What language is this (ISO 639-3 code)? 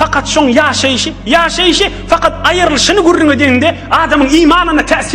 tuk